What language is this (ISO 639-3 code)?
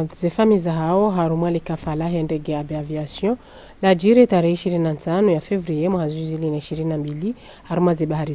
zdj